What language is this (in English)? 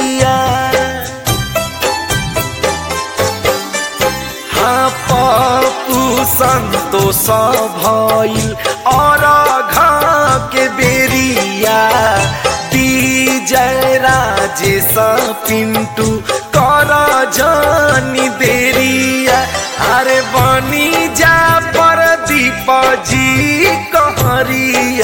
Bhojpuri